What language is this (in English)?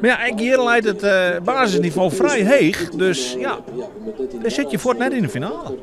Western Frisian